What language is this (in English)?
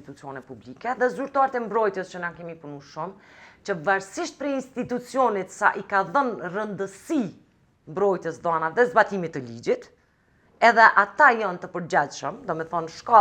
Albanian